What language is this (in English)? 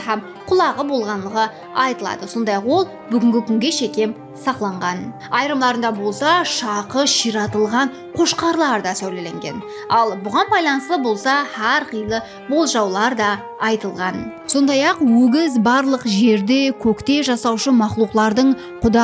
Kara-Kalpak